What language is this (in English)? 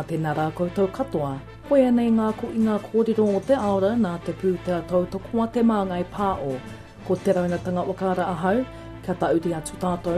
Māori